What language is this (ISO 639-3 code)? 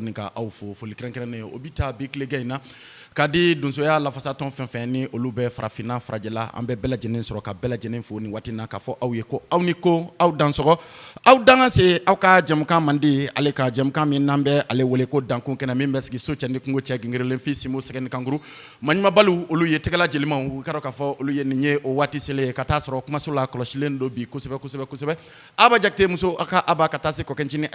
bam